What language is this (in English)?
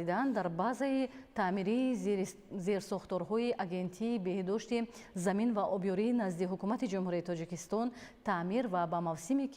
Tajik